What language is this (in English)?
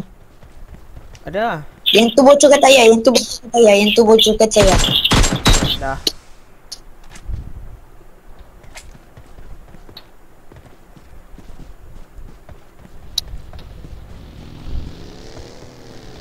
Malay